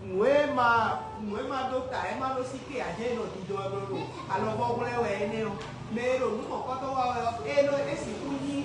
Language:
Fon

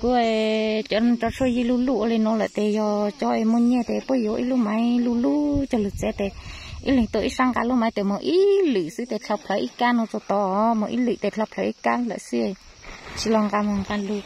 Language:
Hmong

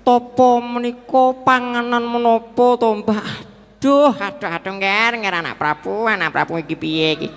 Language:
Javanese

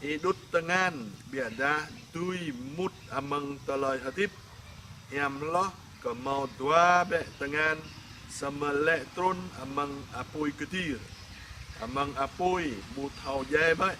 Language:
Jarai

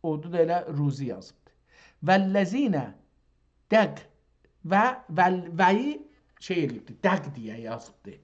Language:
South Azerbaijani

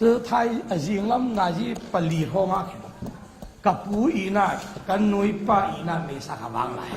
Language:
Falam Chin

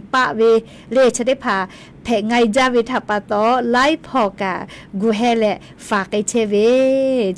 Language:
Lahu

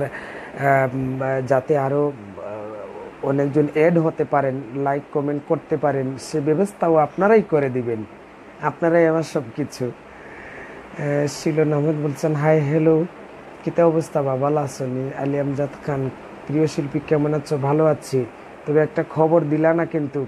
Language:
Sylheti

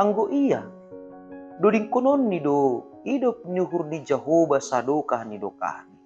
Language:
Batak Simalungun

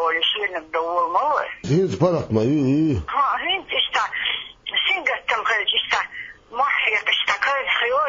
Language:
Chechen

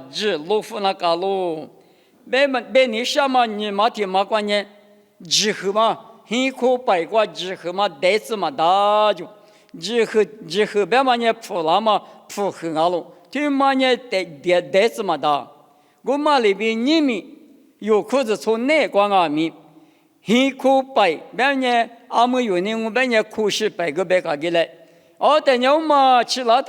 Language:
Lisu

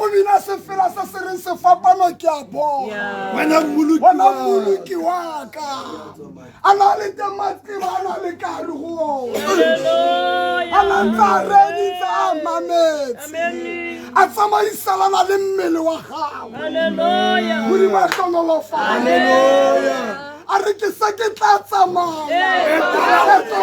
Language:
Tswana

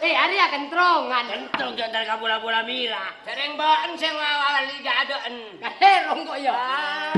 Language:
Madurese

